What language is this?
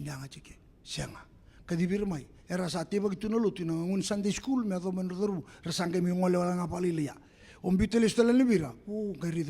Fijian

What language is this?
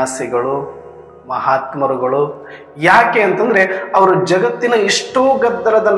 Kannada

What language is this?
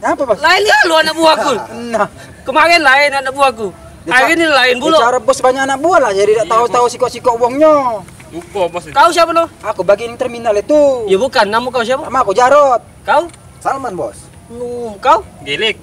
Musi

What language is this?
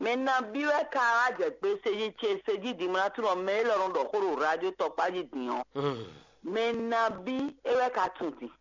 Fon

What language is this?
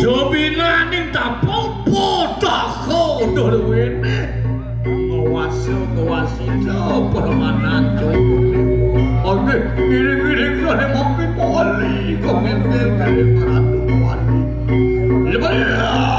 Balinese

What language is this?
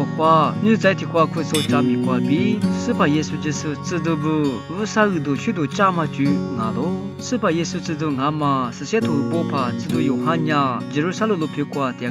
Lisu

